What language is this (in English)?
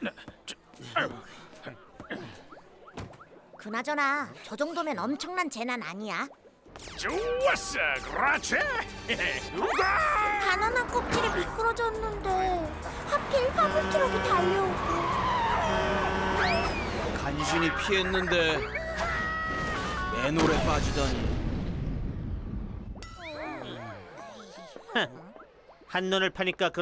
Korean